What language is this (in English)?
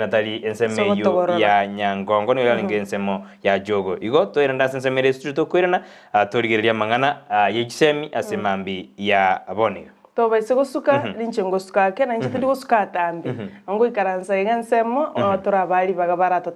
Gusii